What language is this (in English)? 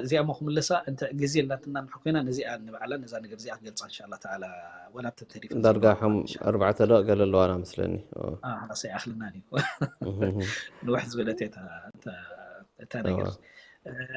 Tigrinya